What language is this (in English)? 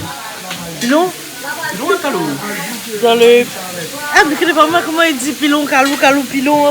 Réunion Creole French